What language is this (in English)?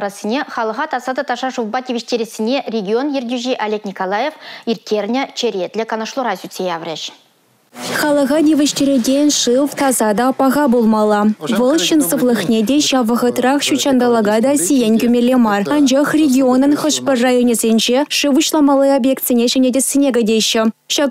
Chuvash